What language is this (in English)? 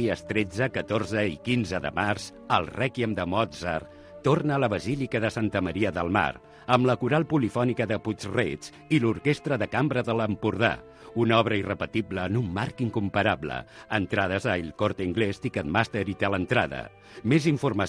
Catalan